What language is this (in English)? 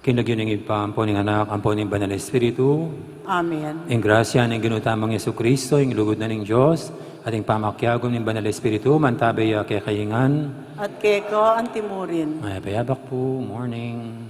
Pampanga